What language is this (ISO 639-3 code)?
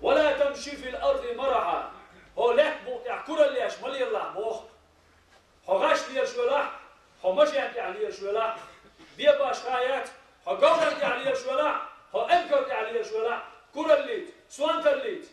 che